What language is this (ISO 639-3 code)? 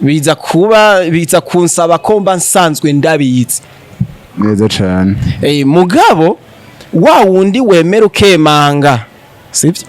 run